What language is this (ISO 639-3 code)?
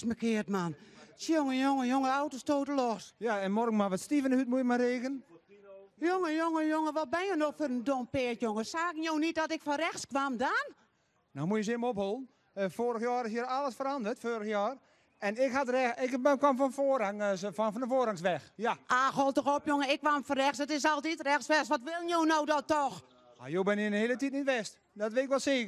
fry